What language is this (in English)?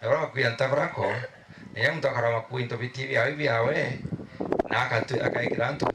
Meru